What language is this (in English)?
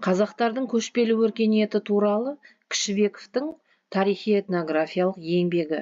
Kazakh